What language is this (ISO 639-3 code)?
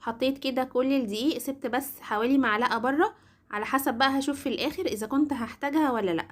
arz